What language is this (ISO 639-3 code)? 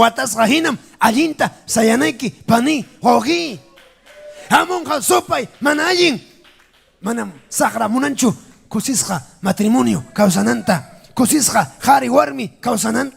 quy